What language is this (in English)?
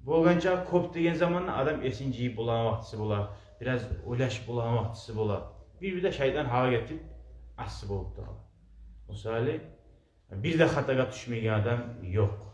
Kumyk